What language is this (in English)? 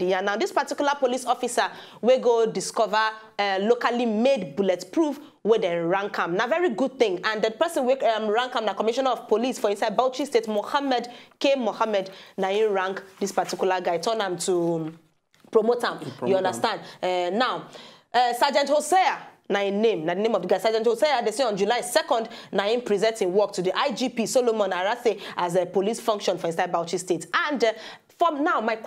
Nigerian Pidgin